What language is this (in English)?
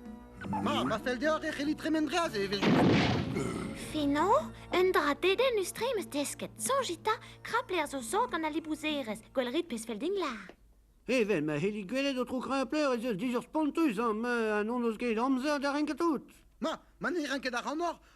Breton